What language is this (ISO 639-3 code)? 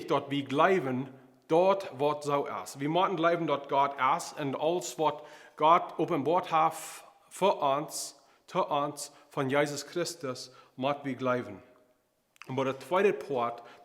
pdt